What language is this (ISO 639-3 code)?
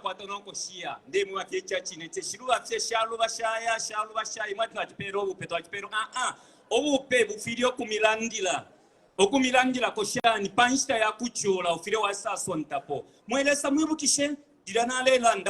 bem